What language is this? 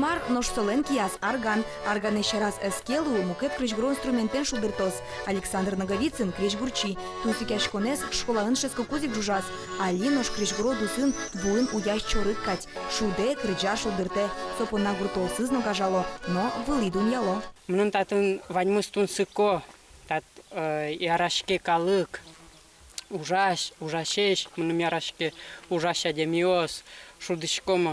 Udmurt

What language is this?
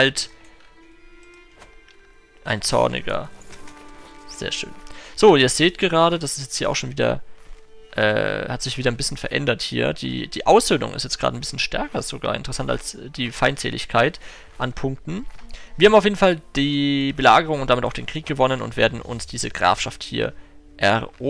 German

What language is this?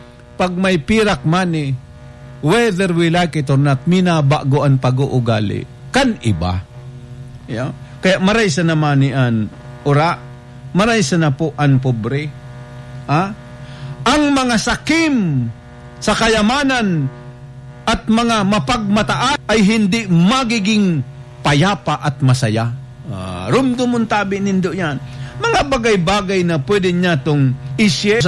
Bikol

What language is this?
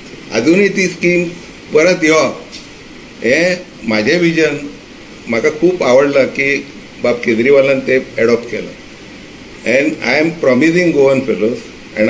Konkani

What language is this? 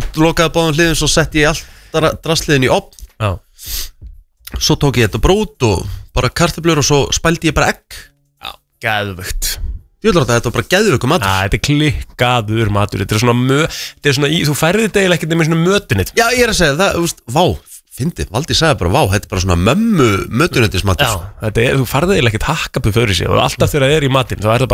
Icelandic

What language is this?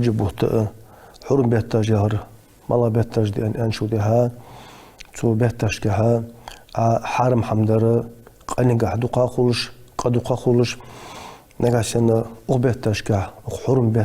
Ingush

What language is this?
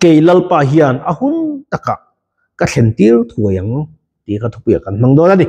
Mizo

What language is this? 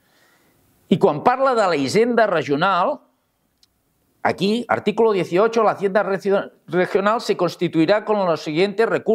Catalan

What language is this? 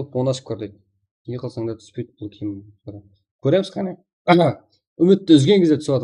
Kara-Kalpak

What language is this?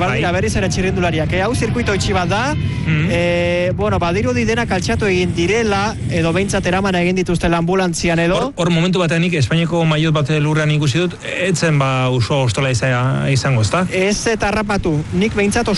Basque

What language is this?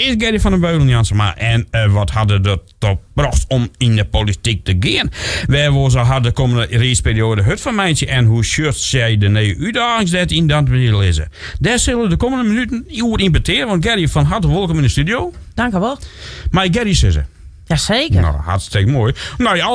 Western Frisian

